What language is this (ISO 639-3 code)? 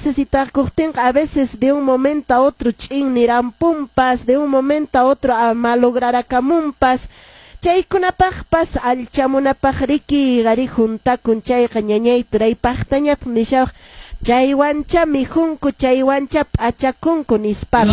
que